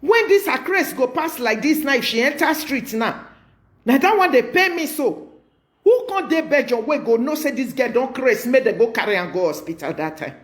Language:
Nigerian Pidgin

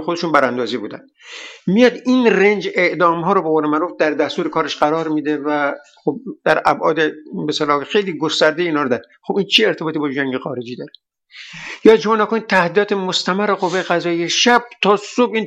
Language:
Persian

